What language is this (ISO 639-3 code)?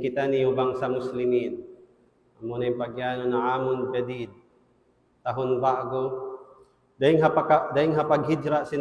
tsg